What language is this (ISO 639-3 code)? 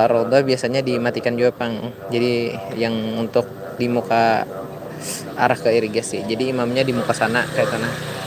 bjn